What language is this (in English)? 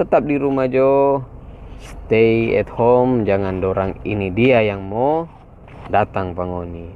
Manado Malay